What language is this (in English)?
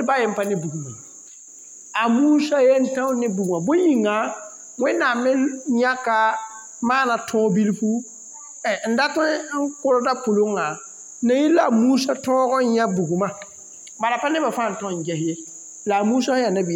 Mossi